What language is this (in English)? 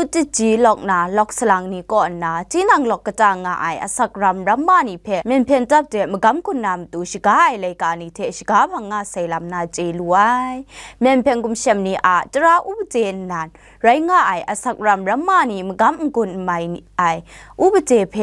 Kachin